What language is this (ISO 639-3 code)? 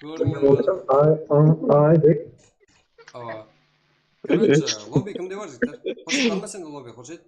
kaa